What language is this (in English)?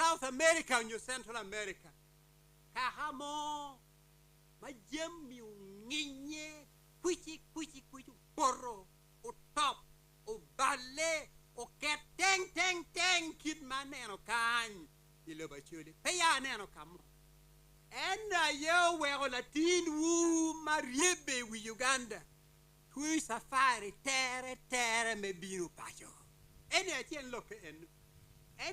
Acoli